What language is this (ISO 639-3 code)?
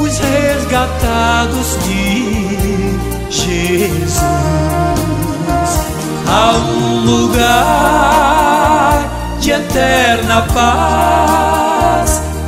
por